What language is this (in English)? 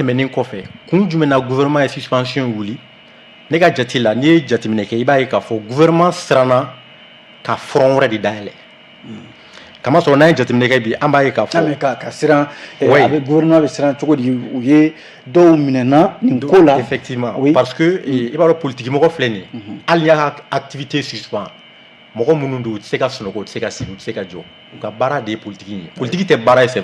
Bambara